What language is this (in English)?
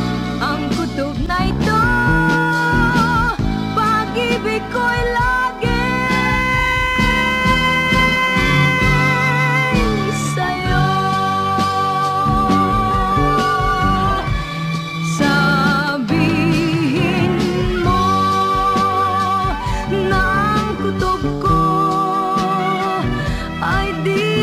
Filipino